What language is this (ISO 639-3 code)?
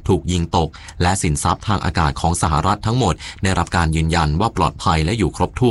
tha